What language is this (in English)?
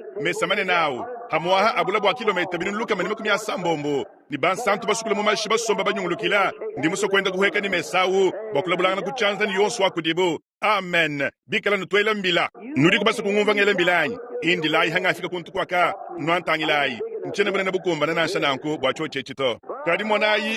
Luba-Lulua